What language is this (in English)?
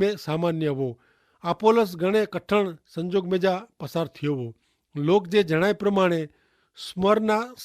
Kachhi